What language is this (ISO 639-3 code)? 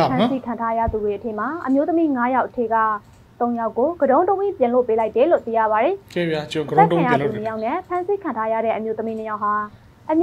mya